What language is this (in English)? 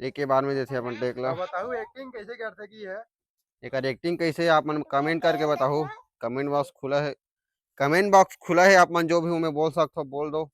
Chhattisgarhi